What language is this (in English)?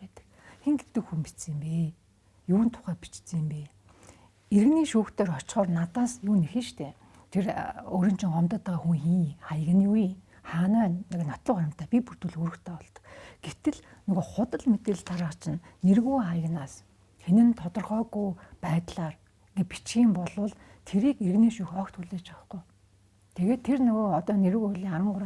Mongolian